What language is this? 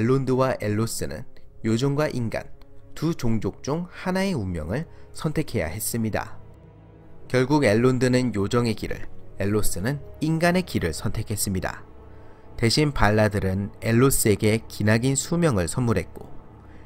Korean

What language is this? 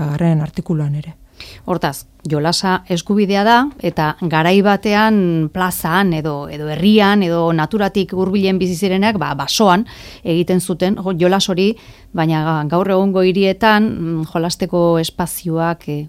Basque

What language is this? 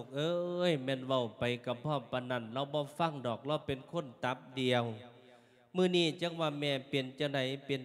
Lao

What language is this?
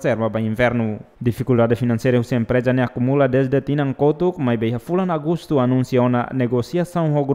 Tetum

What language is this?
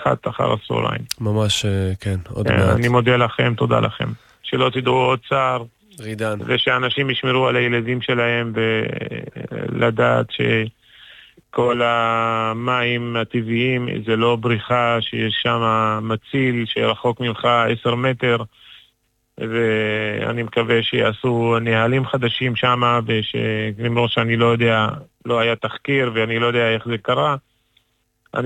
Hebrew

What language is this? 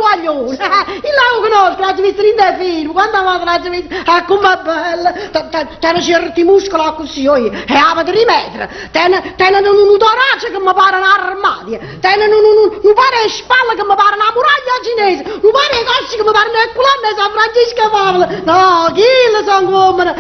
Neapolitan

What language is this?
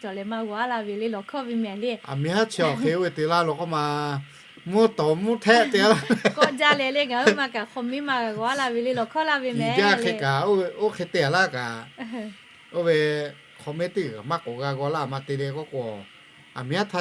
Lahu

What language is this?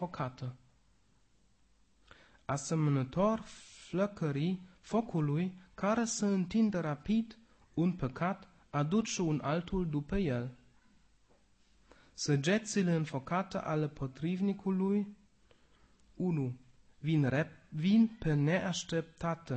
Romanian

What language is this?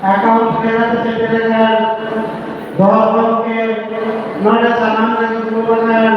Santali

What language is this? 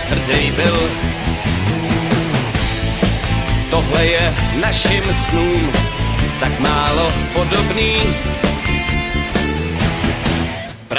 Czech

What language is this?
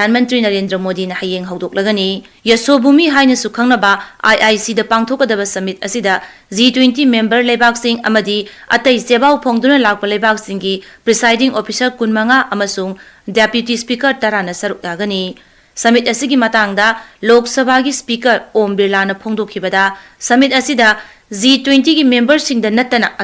Manipuri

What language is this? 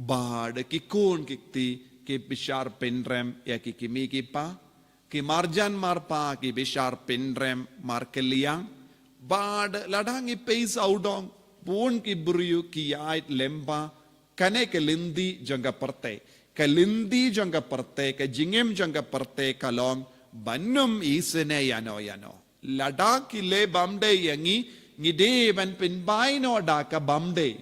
Khasi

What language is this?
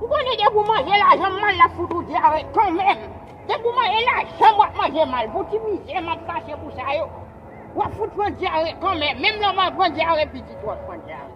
Haitian Creole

